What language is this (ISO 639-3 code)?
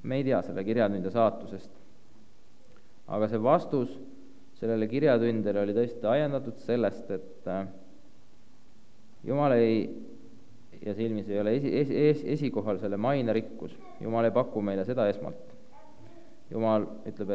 est